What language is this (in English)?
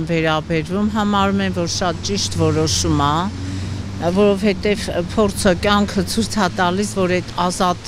Armenian